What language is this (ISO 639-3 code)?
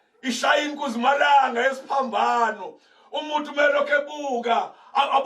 zul